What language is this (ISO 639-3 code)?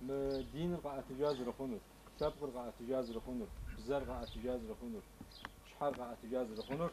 kbd